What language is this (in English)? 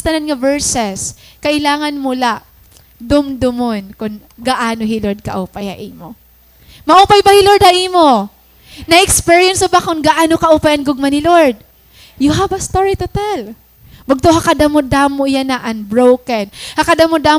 Waray